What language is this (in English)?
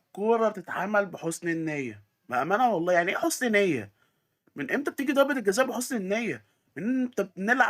Egyptian Arabic